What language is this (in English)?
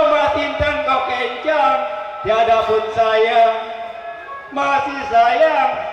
Betawi